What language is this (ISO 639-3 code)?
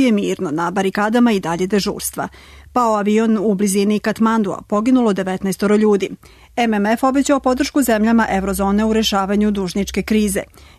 srp